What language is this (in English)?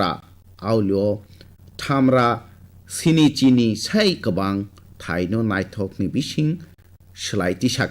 Kok Borok